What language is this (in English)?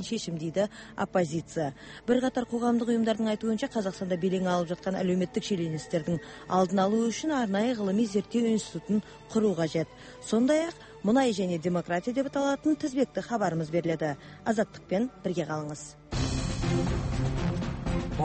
Kazakh